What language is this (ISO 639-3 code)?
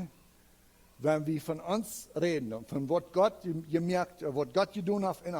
pdt